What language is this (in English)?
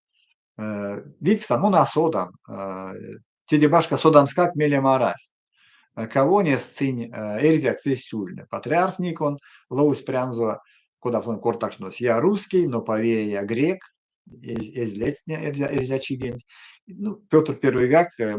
Erzya